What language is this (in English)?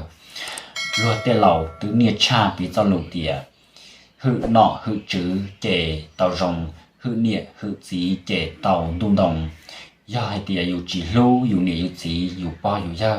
Hmong